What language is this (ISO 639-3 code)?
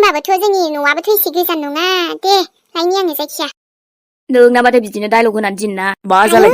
brx